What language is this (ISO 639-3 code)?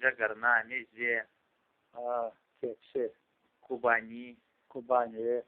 crh